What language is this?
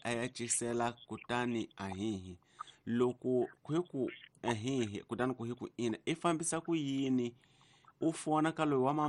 Tsonga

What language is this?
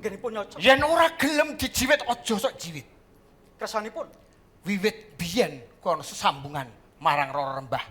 Javanese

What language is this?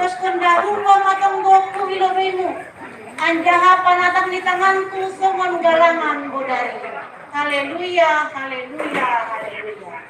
Batak Simalungun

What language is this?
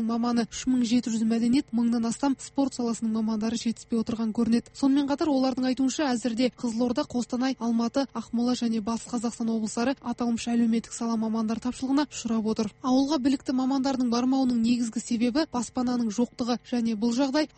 Kazakh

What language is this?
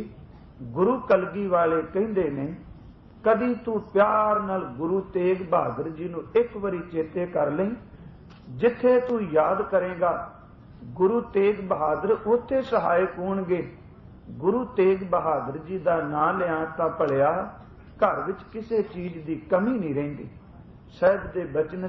Punjabi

